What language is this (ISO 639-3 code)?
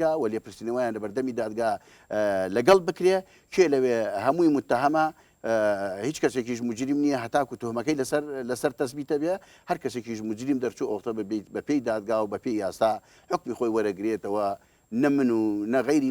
ckb